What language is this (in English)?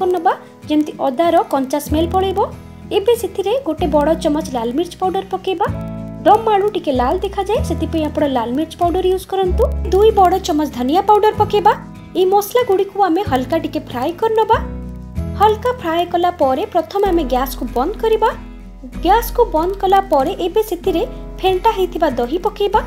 Odia